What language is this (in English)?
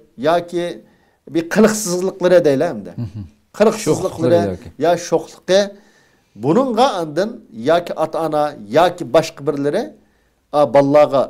Uyghur